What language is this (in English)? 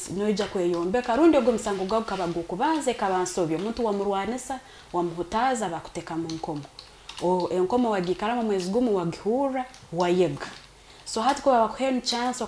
Nyoro